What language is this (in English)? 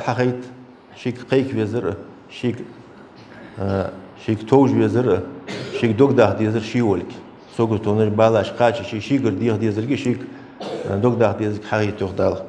Ingush